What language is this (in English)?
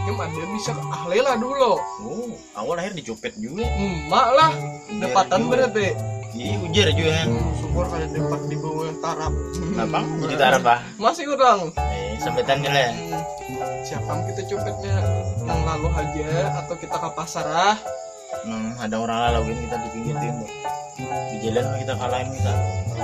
Banjar